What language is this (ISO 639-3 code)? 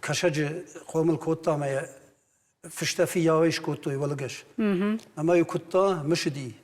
oss